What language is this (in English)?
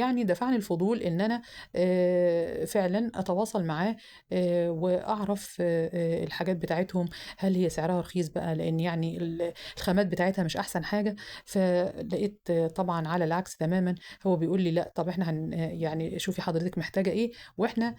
Egyptian Arabic